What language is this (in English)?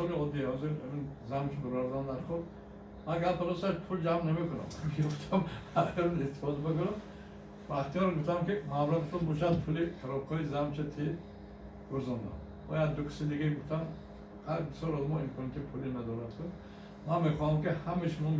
Tajik